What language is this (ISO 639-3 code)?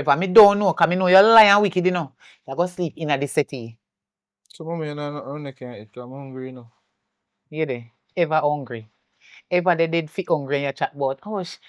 jam